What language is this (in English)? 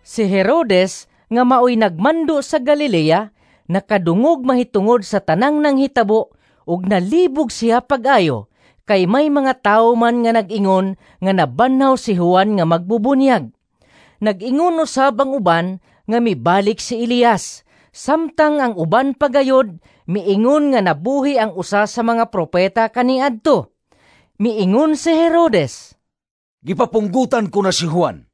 Cebuano